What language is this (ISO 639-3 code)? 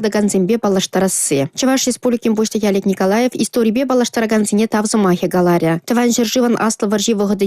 chv